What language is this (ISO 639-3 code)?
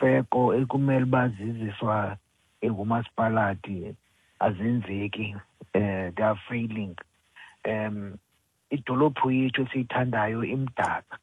xho